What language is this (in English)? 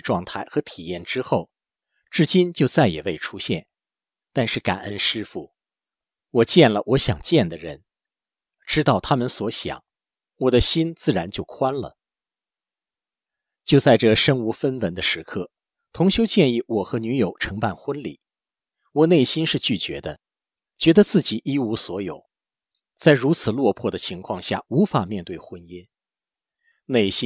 Chinese